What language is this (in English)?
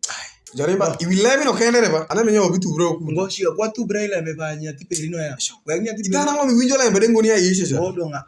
Alur